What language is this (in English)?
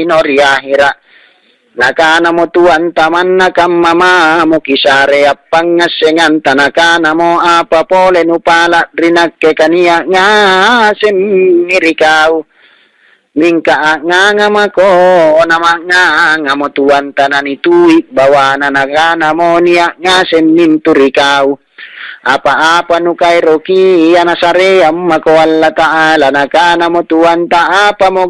Makasar